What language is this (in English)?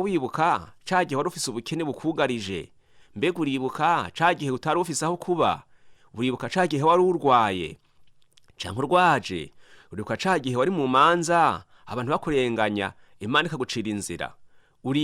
Rundi